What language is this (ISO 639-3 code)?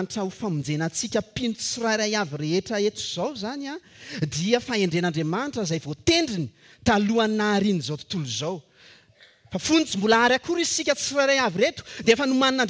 mlg